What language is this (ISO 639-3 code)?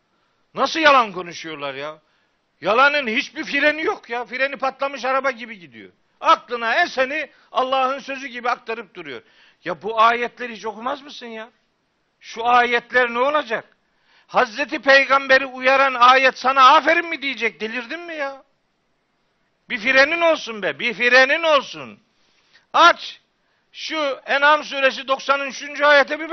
tur